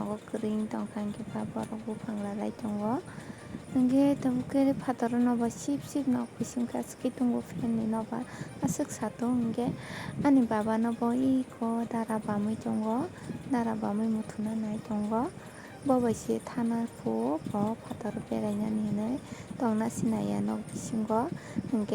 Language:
Kok Borok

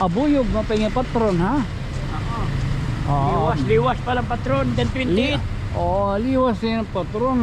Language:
Waray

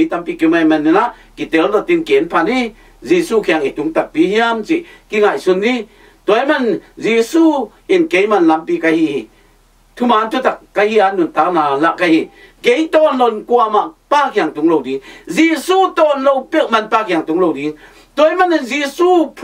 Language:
Tedim Chin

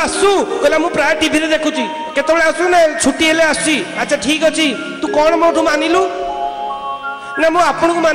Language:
Odia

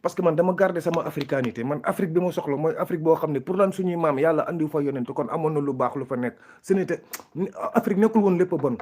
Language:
Wolof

